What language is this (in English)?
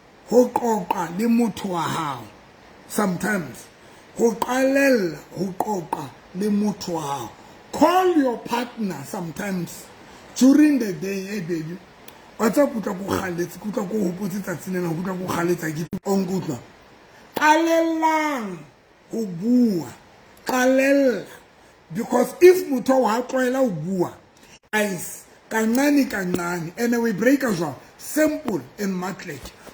Southern Sotho